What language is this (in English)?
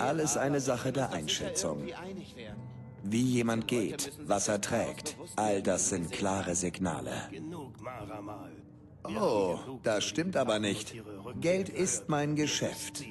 Bavarian